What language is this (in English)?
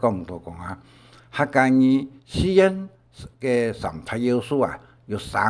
Hakka Chinese